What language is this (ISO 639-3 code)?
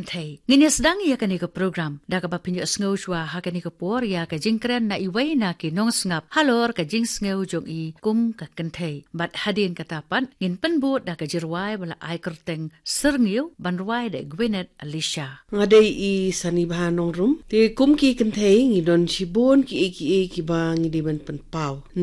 kha